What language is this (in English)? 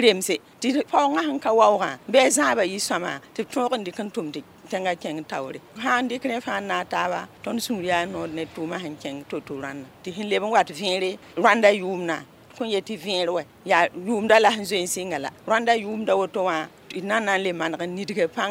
Mossi